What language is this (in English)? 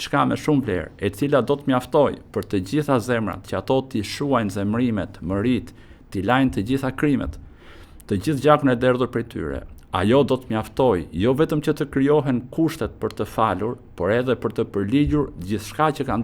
Albanian